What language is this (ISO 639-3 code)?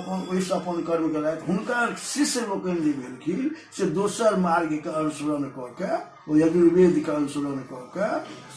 mai